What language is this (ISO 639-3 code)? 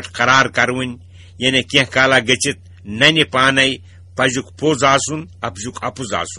kas